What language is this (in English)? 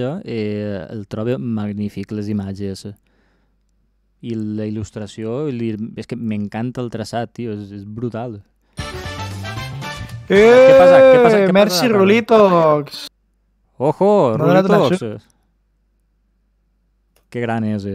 Catalan